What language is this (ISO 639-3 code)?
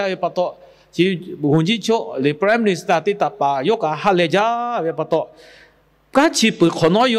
lhu